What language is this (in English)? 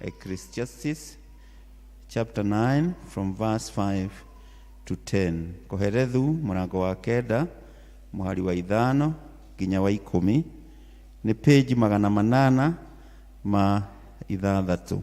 Kikuyu